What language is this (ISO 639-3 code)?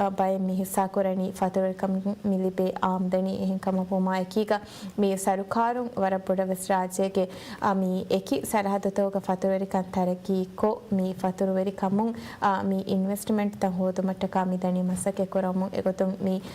div